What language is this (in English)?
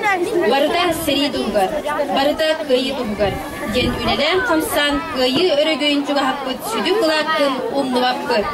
Yakut